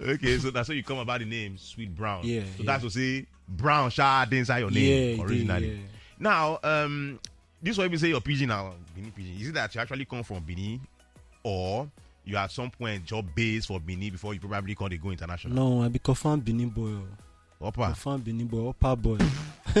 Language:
Nigerian Pidgin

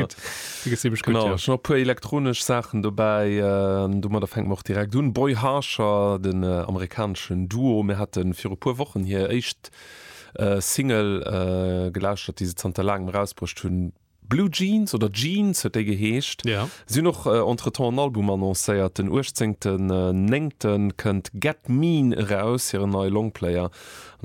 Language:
Luxembourgish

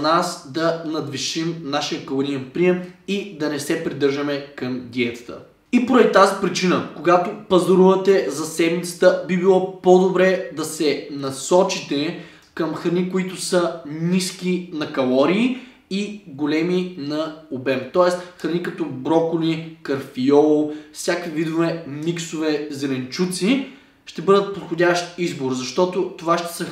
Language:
Bulgarian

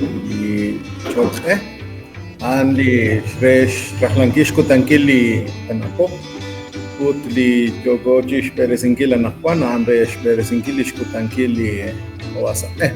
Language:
Kekchí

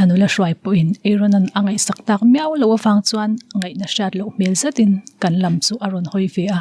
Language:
Mizo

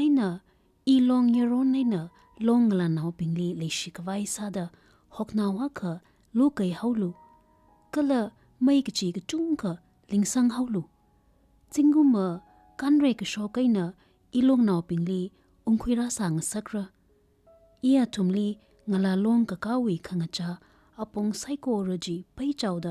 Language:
Tangkhul Naga (India)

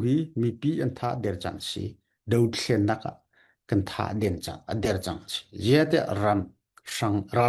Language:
Falam Chin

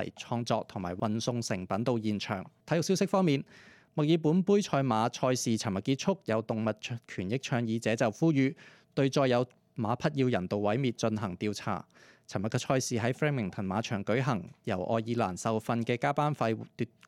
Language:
Cantonese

